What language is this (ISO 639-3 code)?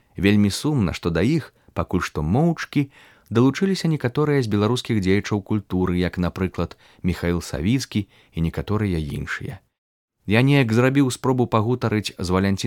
bel